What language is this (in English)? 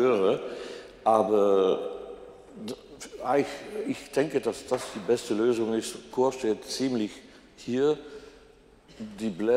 German